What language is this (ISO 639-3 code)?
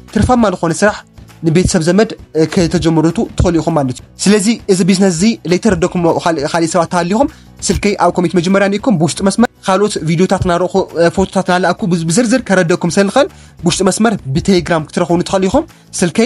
tir